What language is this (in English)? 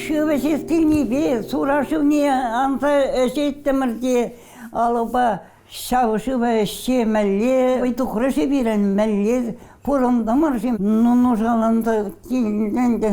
Chuvash